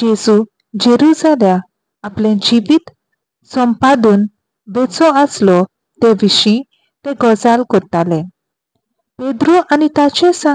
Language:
Konkani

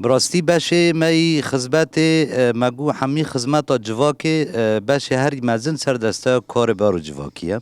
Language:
Kurdish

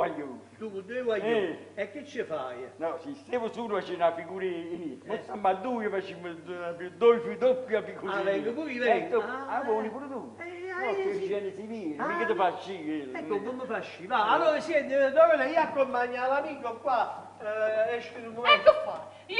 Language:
Neapolitan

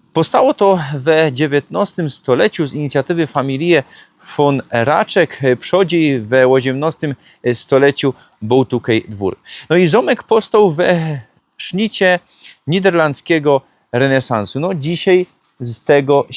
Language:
Silesian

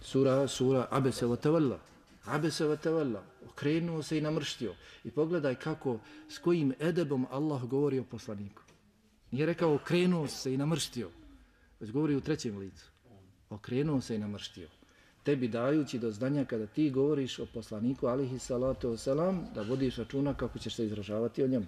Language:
Bosnian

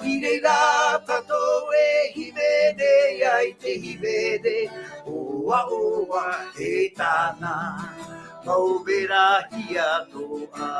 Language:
Tahitian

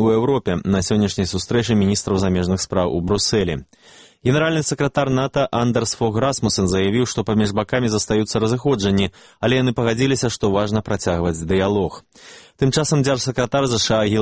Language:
Belarusian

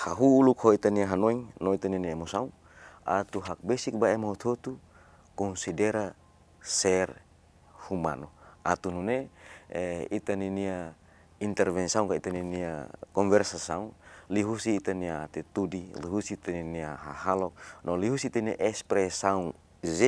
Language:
Tetum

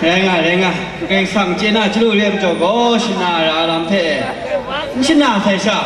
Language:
Kachin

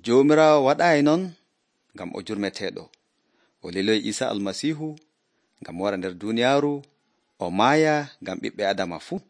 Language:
Nigerian Fulfulde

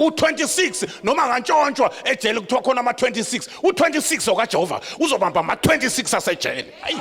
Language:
Zulu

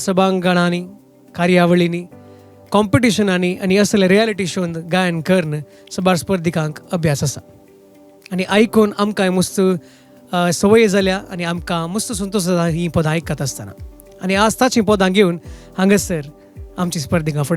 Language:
Konkani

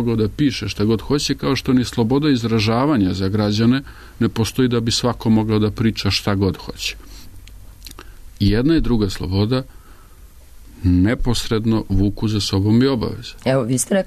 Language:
Serbian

